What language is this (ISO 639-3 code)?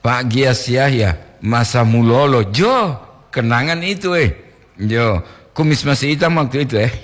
gor